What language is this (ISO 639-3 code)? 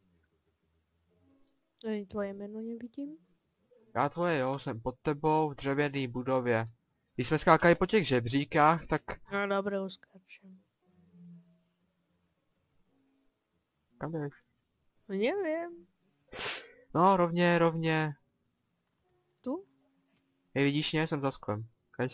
ces